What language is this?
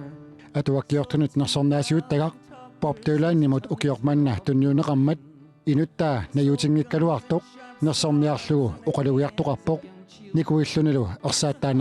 Kalaallisut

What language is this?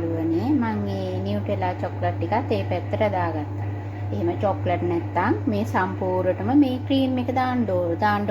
Sinhala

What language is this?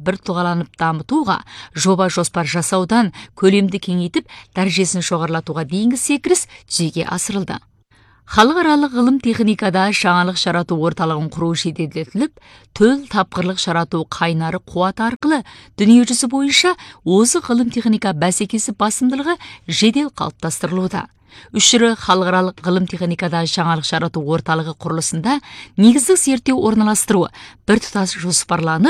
Kazakh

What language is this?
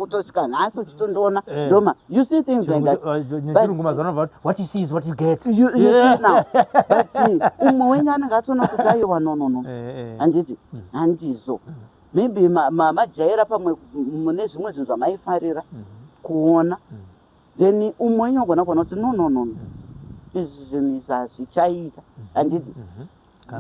Shona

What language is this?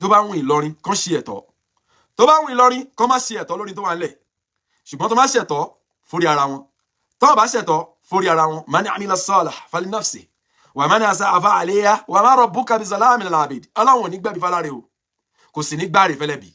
Yoruba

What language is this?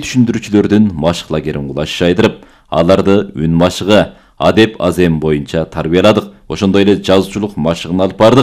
Kyrgyz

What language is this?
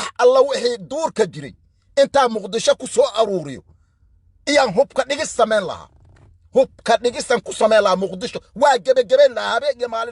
Somali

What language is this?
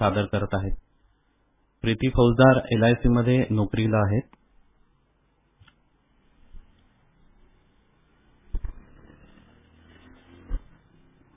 Marathi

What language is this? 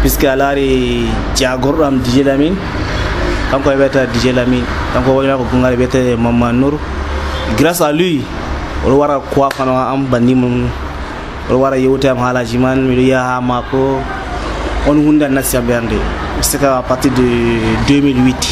Nigerian Fulfulde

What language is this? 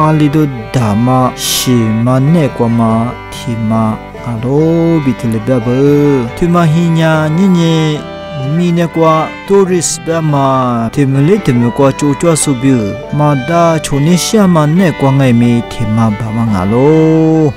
Lisu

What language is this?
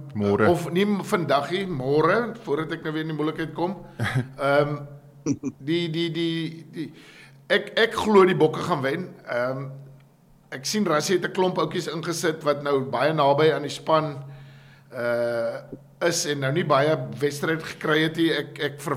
Afrikaans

